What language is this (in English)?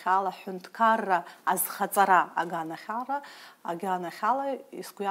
Abkhazian